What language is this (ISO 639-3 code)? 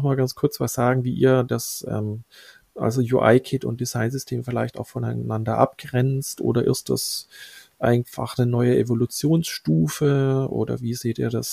deu